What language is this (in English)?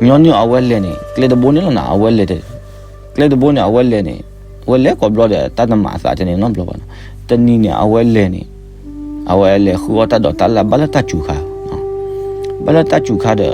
S'gaw Karen